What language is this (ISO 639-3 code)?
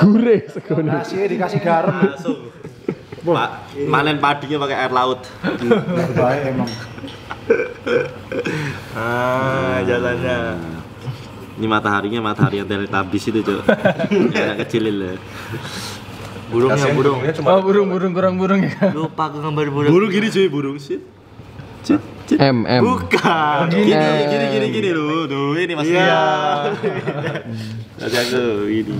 ind